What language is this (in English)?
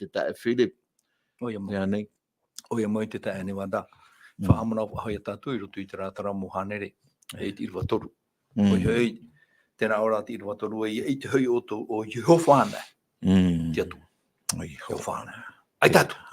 Tahitian